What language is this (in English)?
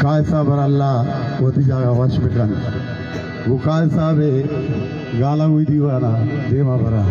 Baluchi